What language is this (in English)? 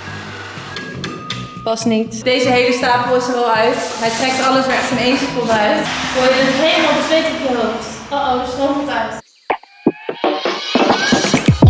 Dutch